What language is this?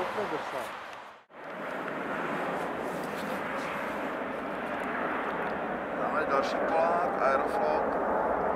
Czech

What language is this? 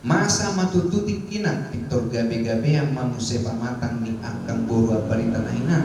Batak Toba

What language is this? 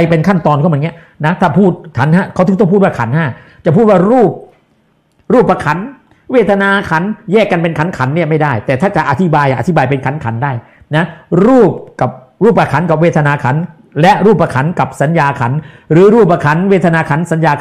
Thai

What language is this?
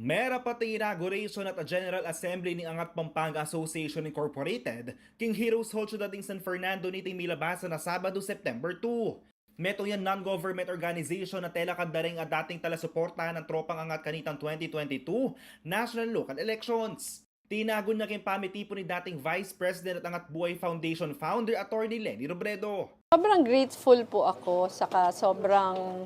Pampanga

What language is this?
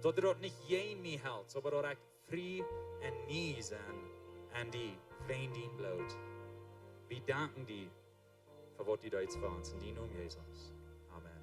Plautdietsch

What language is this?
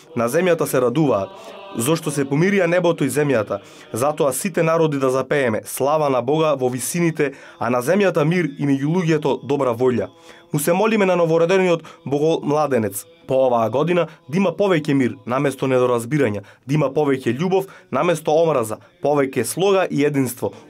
Macedonian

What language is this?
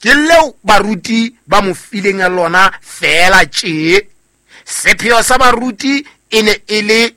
Southern Sotho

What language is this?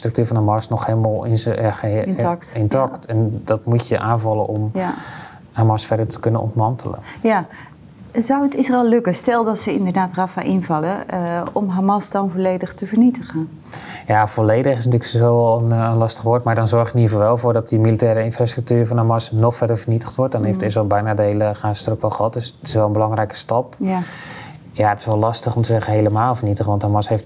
Dutch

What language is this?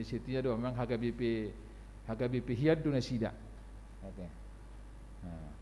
Batak Toba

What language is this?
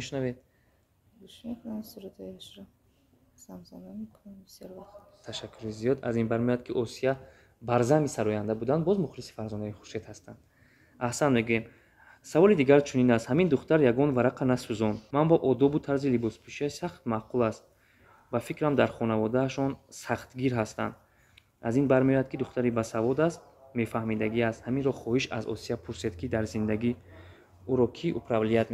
Tajik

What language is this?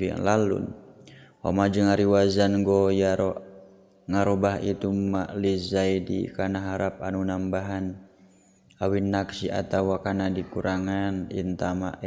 Sundanese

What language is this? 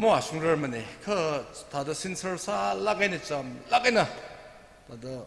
Tangkhul Naga (India)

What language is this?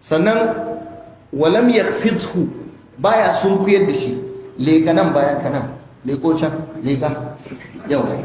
Hausa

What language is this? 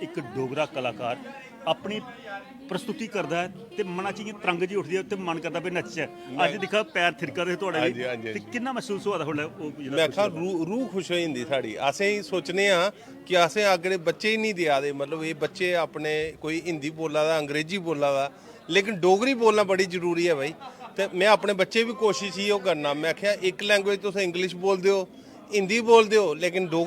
Dogri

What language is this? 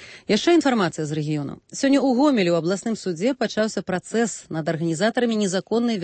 Belarusian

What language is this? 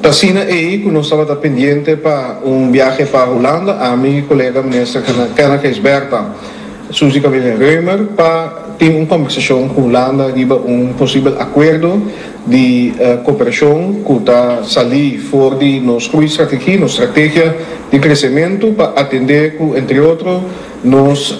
Papiamento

